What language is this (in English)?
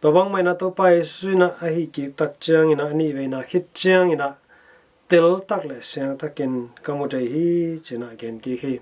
Tedim Chin